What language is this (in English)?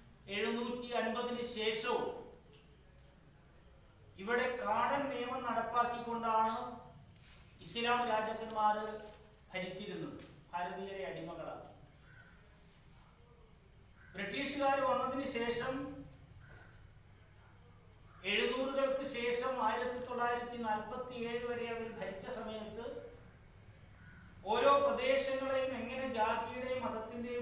Malayalam